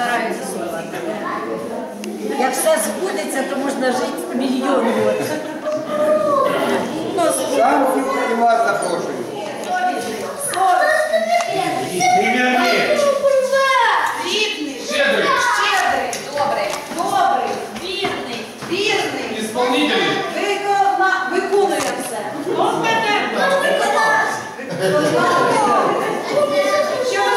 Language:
Ukrainian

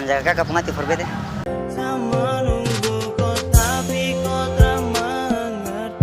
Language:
Ambonese Malay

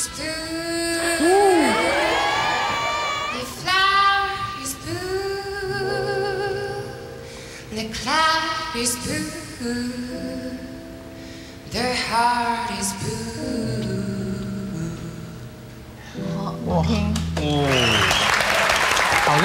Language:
Chinese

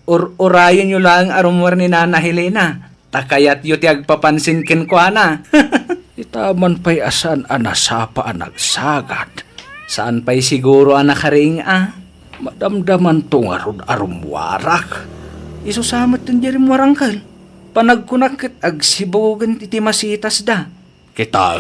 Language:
Iloko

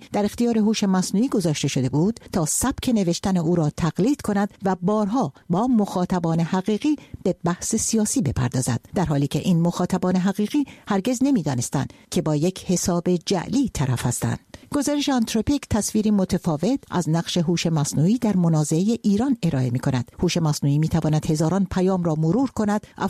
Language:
Persian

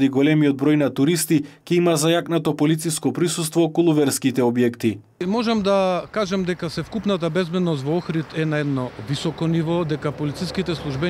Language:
Macedonian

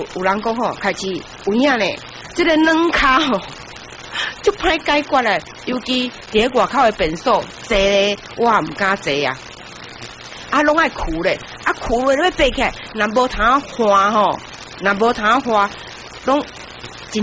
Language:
Min Nan Chinese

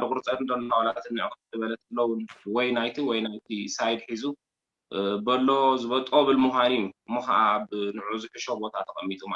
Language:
Tigrinya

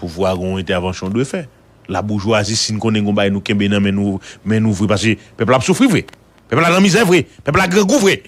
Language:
Haitian Creole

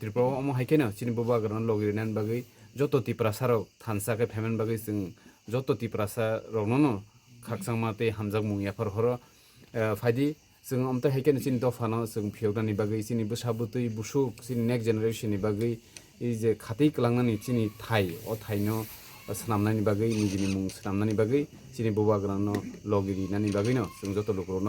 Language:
Kok Borok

